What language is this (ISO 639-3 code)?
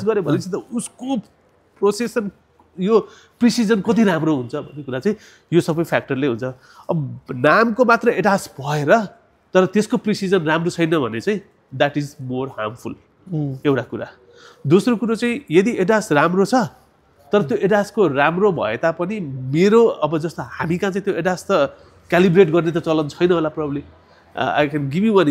nep